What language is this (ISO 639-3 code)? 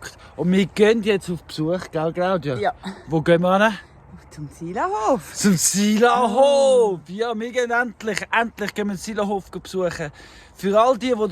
gsw